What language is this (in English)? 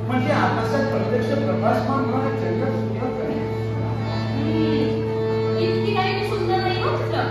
Marathi